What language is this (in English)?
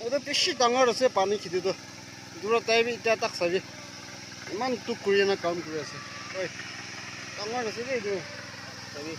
Naga Pidgin